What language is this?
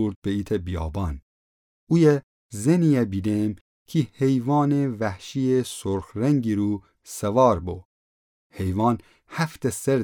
Gilaki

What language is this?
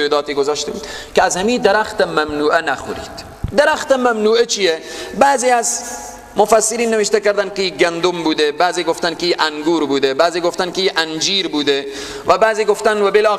Persian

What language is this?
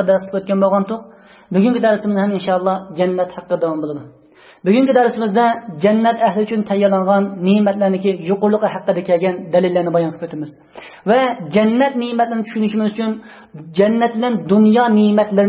Uyghur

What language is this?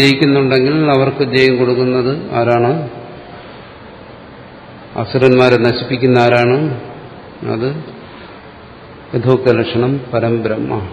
Malayalam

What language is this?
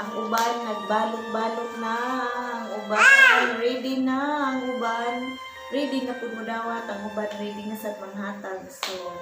Cebuano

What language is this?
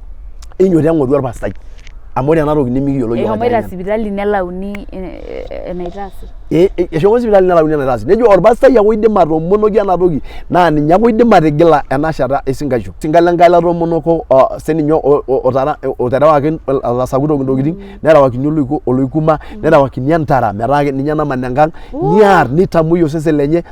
Masai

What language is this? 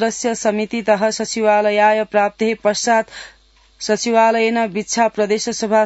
Sanskrit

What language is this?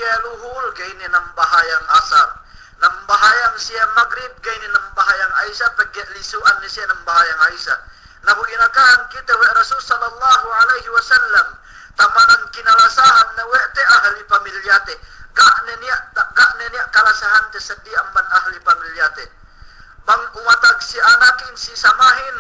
Yakan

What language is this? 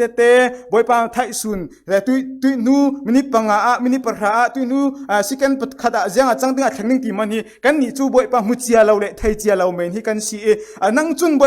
Falam Chin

